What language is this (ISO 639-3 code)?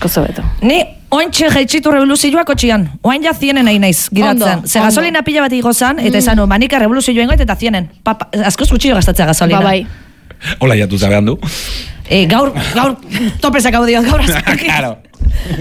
eus